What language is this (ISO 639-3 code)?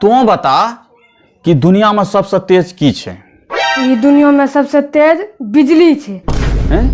mai